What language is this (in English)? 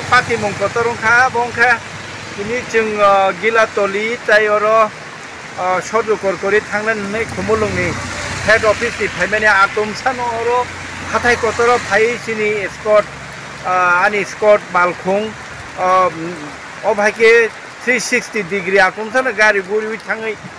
Kok Borok